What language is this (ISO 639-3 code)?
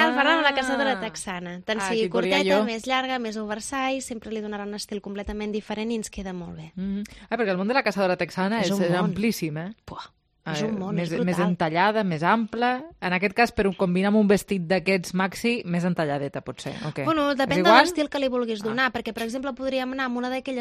cat